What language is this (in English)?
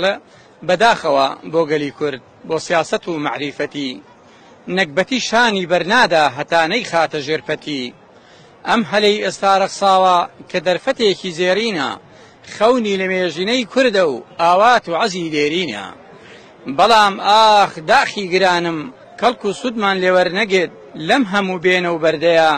Central Kurdish